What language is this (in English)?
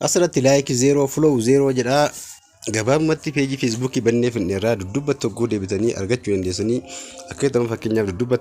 Oromo